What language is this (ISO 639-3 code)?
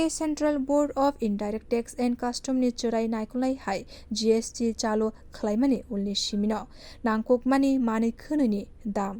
trp